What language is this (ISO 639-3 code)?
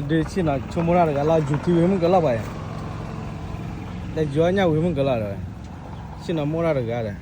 ksw